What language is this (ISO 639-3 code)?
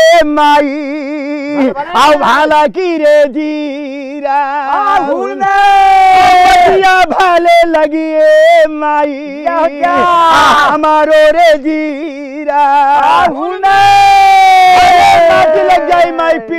bho